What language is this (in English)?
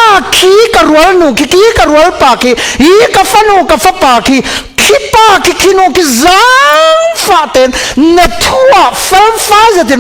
Falam Chin